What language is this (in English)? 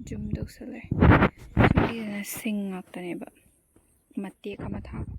Manipuri